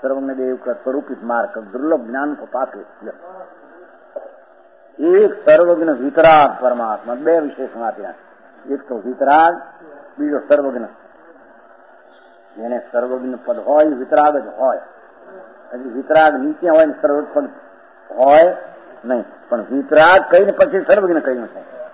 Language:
Gujarati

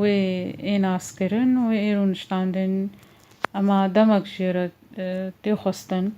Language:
Kurdish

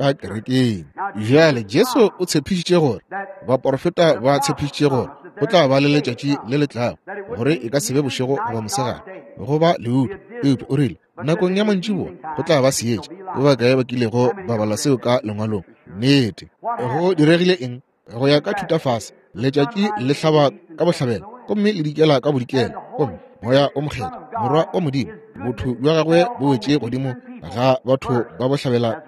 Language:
Northern Sotho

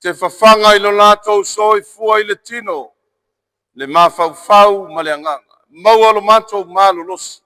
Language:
Samoan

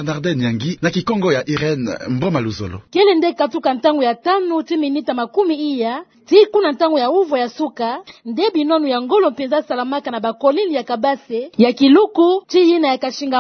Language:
Kituba (Democratic Republic of Congo)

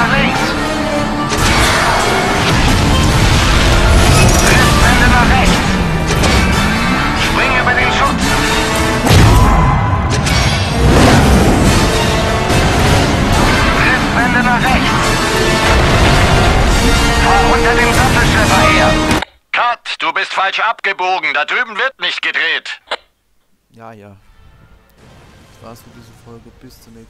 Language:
German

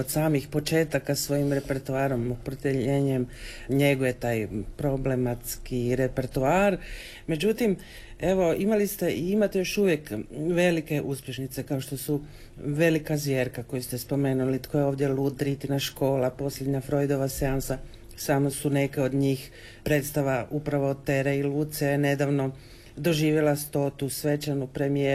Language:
Croatian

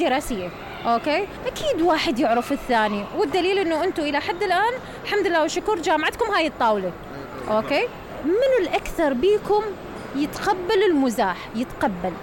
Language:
Mesopotamian Arabic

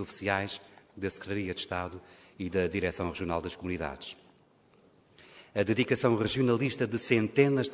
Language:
Portuguese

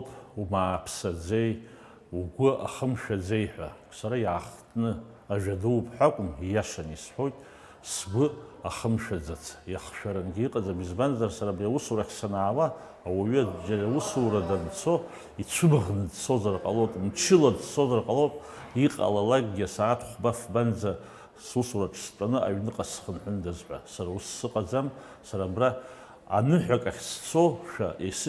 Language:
Abkhazian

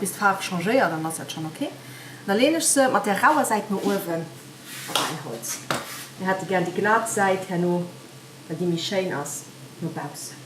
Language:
Luxembourgish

